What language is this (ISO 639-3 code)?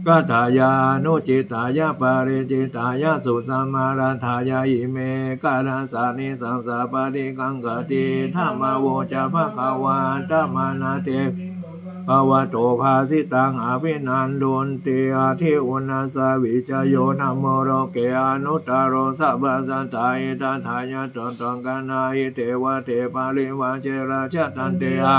pli